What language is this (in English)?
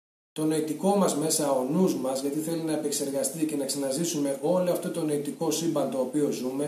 Greek